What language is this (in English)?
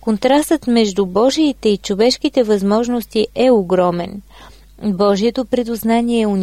Bulgarian